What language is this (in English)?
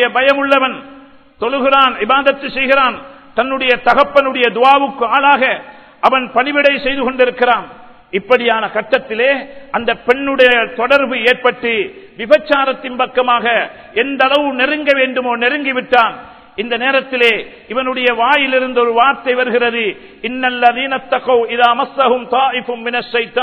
Tamil